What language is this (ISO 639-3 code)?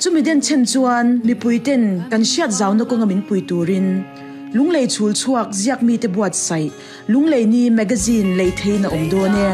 lus